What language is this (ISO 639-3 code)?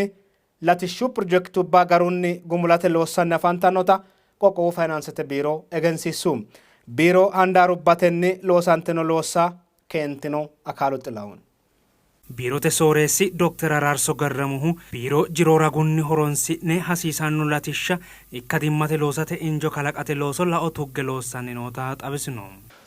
sid